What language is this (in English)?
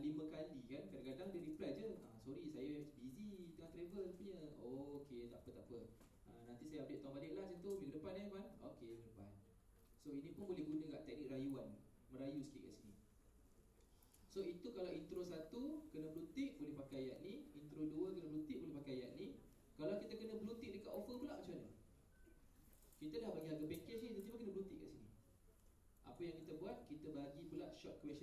Malay